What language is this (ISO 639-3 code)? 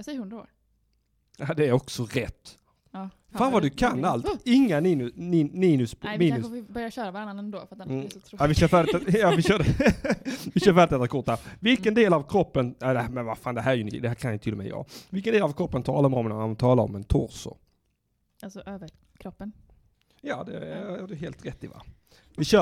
swe